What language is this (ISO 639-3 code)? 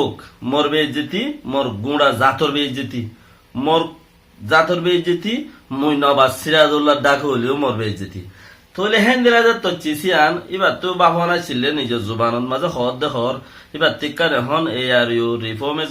rhg